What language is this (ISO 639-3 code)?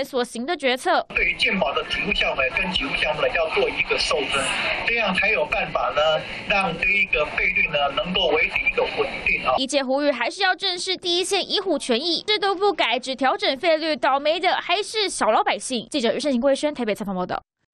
zho